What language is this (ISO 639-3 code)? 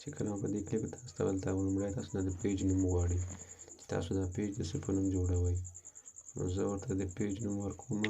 pus